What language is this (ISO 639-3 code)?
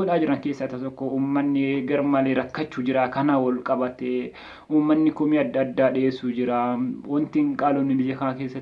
orm